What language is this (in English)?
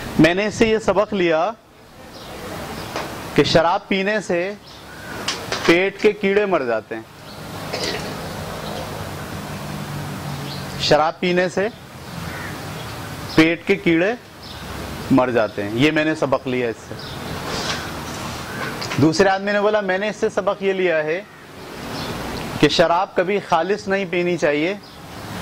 Urdu